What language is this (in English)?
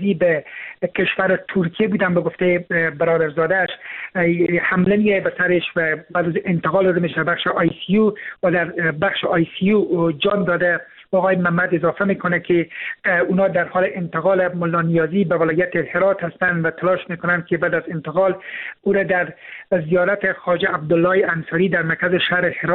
Persian